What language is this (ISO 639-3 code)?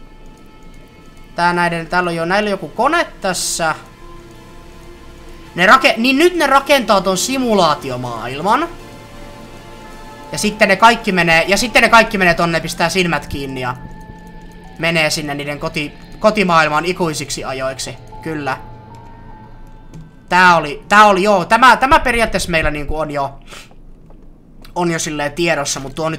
fin